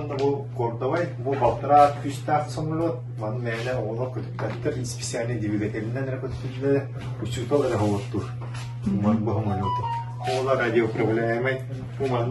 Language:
Yakut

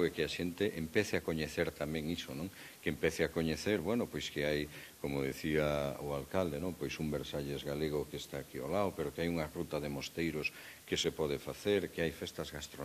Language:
Galician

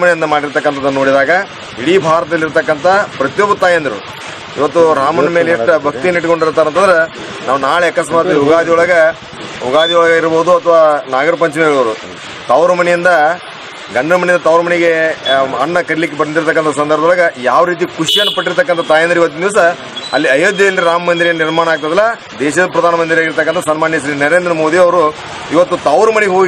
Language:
Kannada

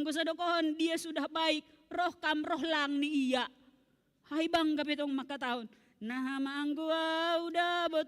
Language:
Batak Simalungun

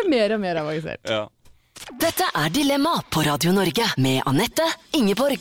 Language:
Norwegian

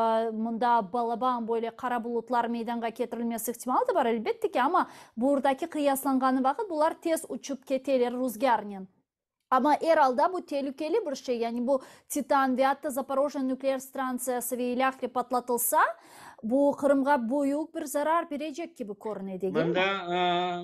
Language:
Crimean Tatar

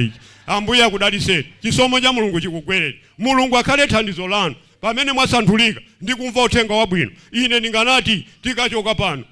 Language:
Nyanja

